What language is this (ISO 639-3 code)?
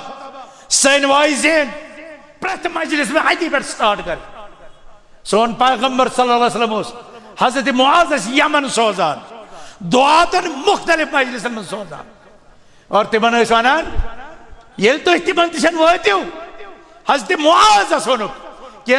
kas